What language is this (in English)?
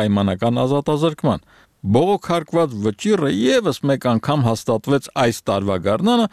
Armenian